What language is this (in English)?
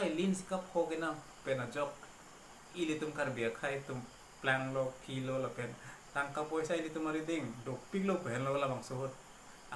Karbi